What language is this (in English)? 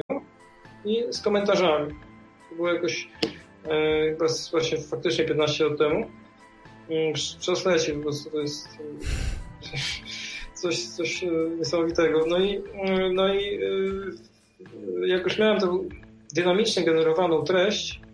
Polish